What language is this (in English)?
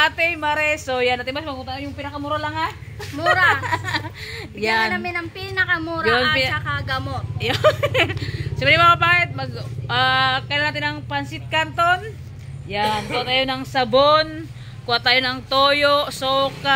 Filipino